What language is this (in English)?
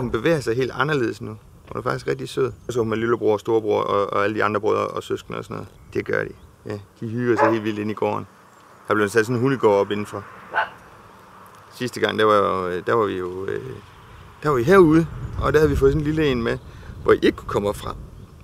Danish